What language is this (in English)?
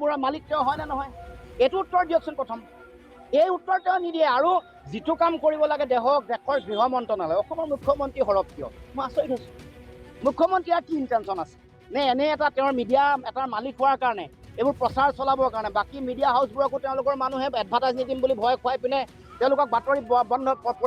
Assamese